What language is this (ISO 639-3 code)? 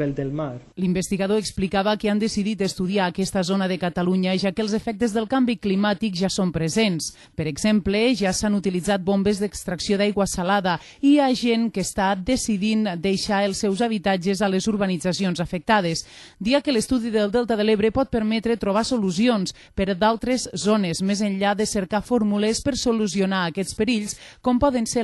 cat